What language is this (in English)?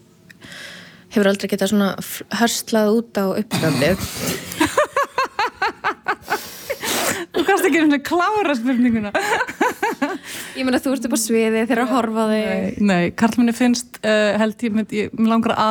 Icelandic